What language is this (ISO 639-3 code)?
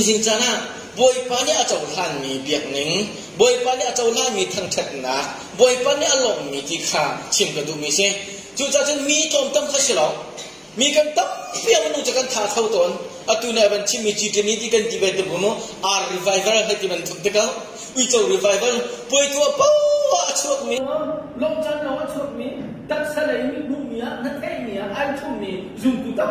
cnh